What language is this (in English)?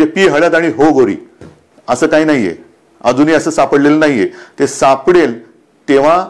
Marathi